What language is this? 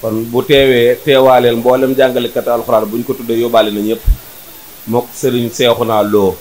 Wolof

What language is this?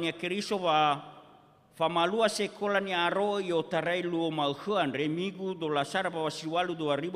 Nias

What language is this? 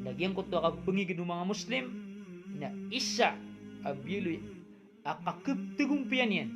Maranao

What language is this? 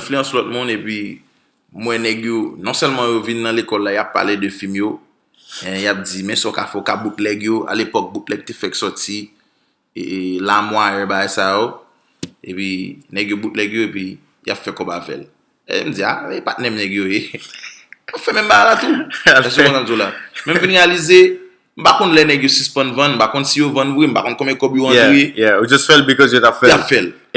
Haitian Creole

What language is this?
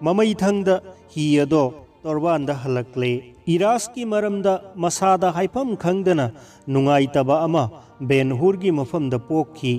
Manipuri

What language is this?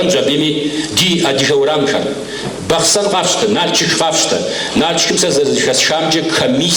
Kabardian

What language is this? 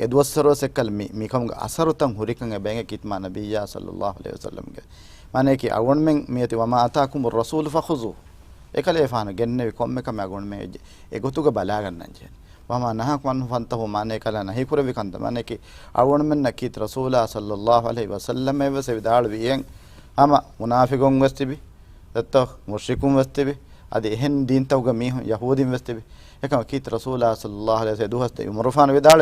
Divehi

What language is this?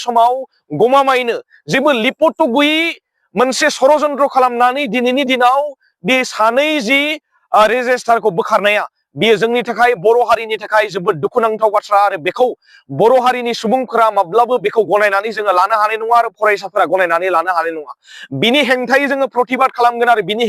Bodo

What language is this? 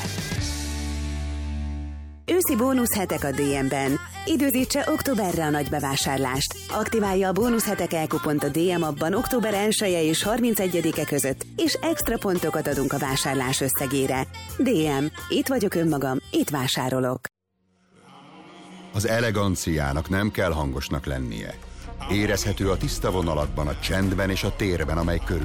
Hungarian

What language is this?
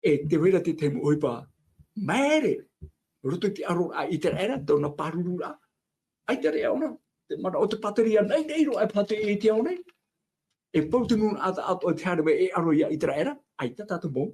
Tahitian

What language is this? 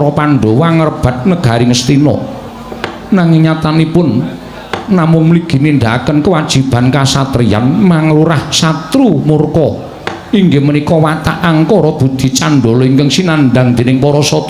Javanese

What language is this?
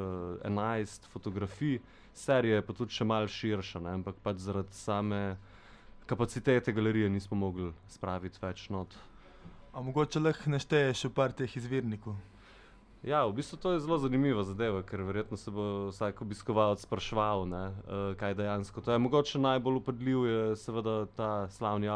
Slovenian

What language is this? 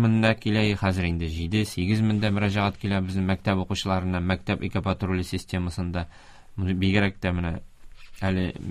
Tatar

